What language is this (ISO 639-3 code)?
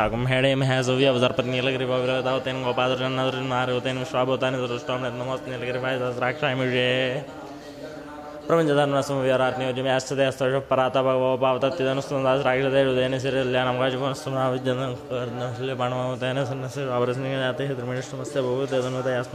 san